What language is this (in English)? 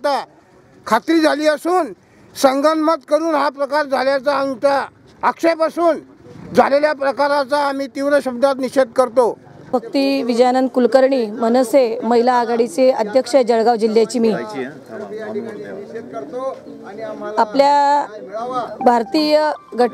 Marathi